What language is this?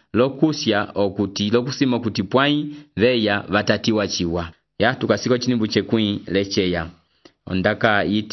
Umbundu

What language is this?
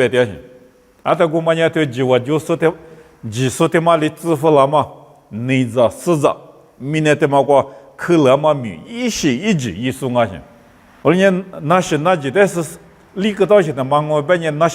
Lisu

